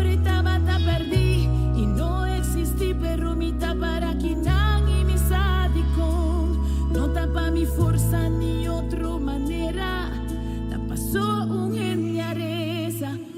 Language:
Papiamento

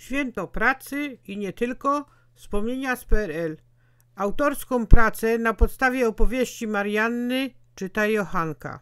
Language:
Silesian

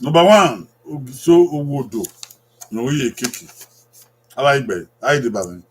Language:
Bini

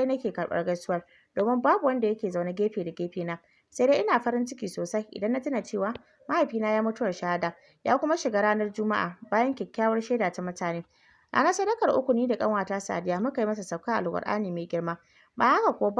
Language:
Hausa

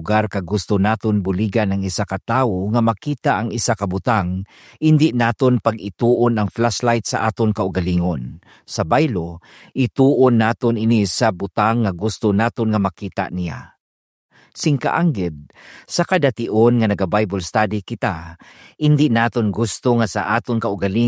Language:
Hiligaynon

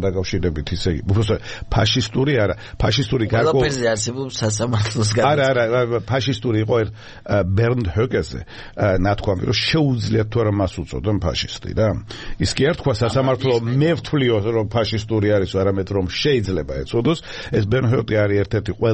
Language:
Georgian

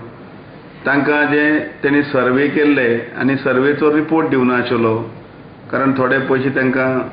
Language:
Konkani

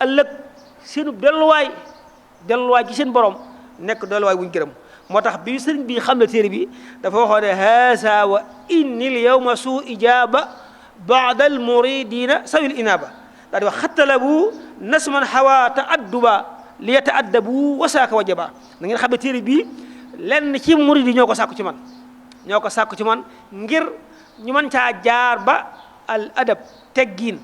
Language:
Wolof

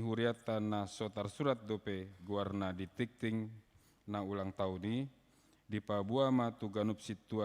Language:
Batak Toba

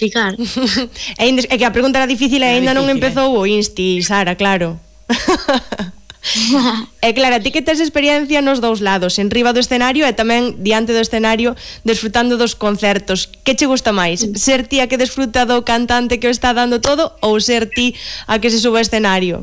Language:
Galician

